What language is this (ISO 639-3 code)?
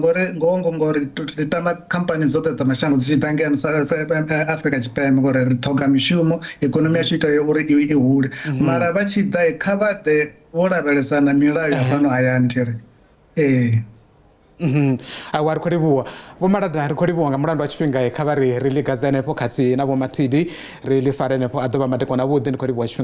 ven